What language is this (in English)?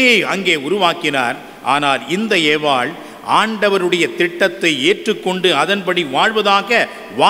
Tamil